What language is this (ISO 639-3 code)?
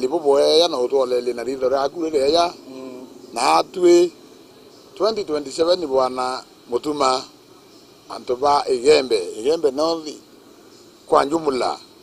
mer